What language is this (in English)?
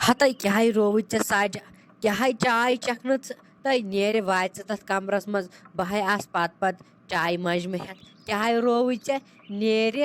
Kashmiri